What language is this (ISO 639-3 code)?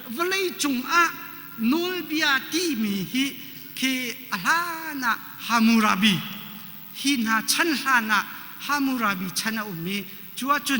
cnh